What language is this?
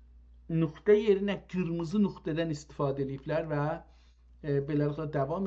South Azerbaijani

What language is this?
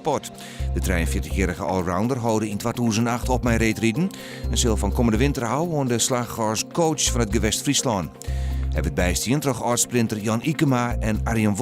Western Frisian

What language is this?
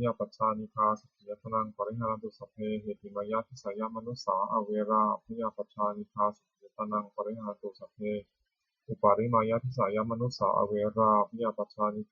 Pali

